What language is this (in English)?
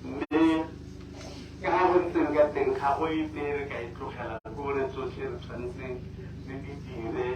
Tswana